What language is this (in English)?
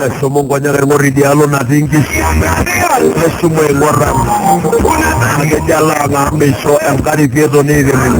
Masai